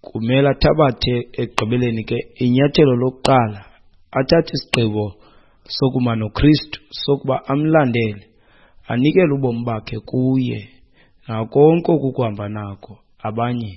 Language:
Xhosa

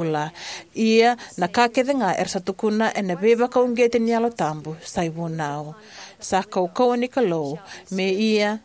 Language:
Fijian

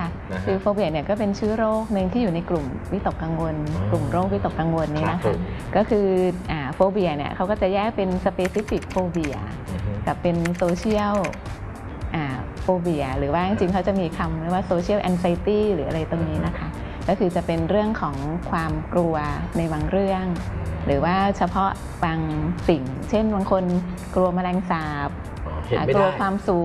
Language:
Thai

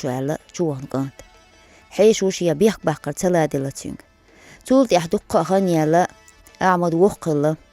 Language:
Chechen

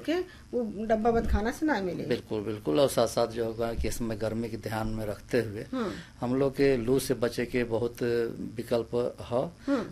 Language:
Bhojpuri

